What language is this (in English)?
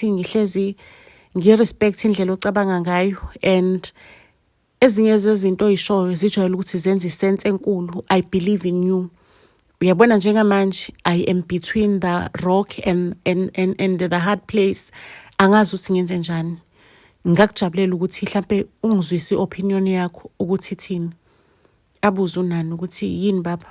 Zulu